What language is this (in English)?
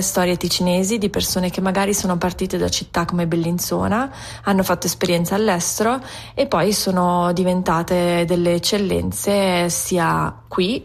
Italian